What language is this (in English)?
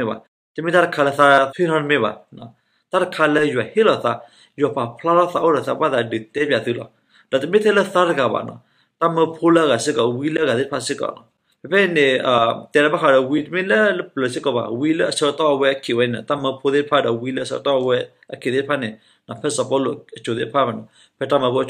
S'gaw Karen